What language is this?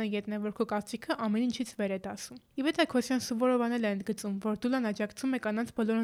Armenian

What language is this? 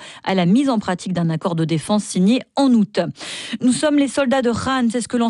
French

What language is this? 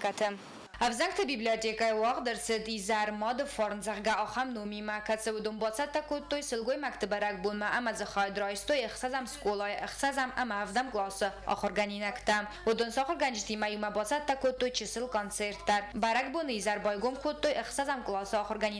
Ossetic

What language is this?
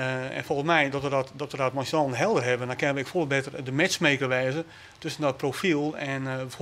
Western Frisian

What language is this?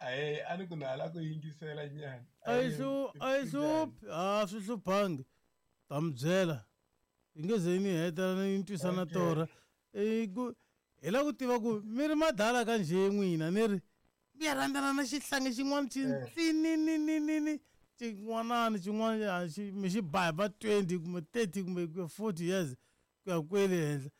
Tsonga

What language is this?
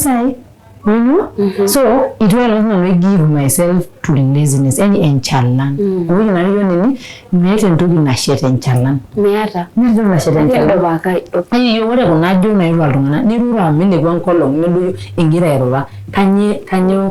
Masai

